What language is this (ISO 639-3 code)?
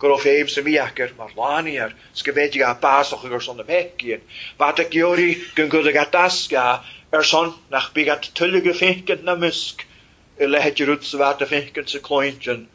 cym